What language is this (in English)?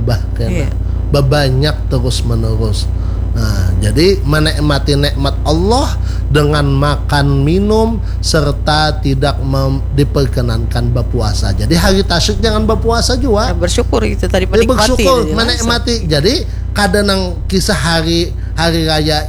Banjar